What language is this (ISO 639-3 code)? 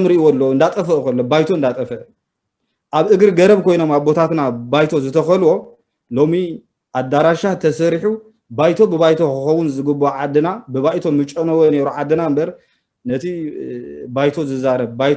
tir